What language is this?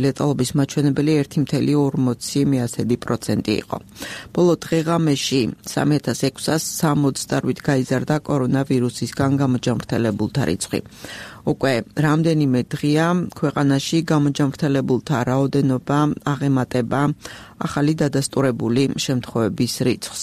Georgian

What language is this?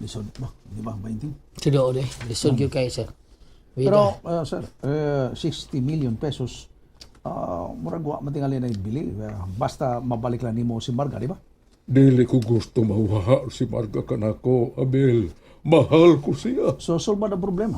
Cebuano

